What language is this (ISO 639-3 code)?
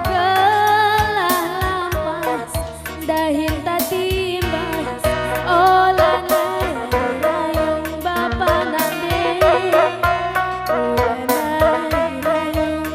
btx